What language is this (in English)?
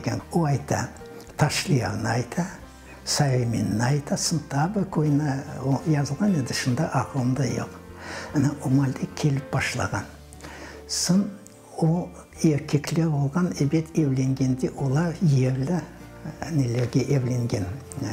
Crimean Tatar